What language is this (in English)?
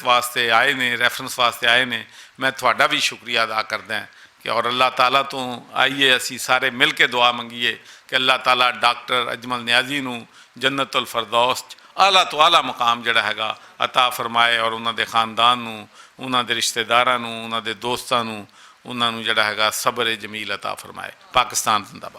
Western Panjabi